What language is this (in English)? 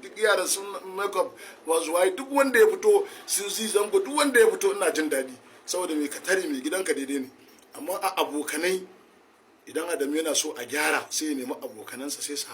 Hausa